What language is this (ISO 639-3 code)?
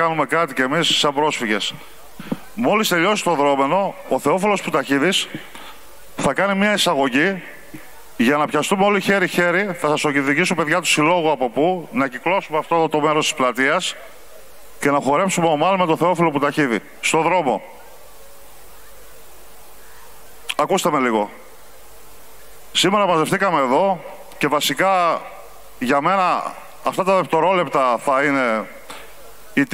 ell